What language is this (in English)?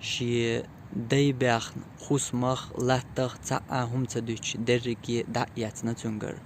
Chechen